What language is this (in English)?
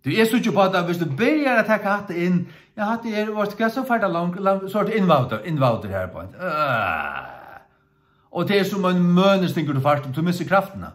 Faroese